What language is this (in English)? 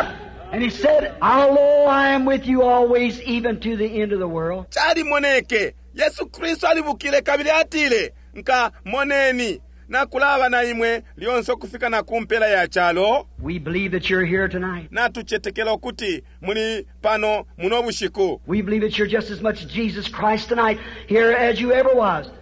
Bemba